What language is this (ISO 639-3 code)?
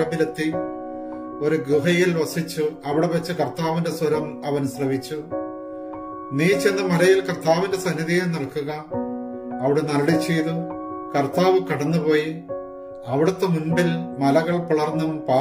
mal